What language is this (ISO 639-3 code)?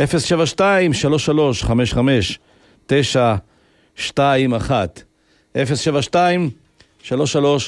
heb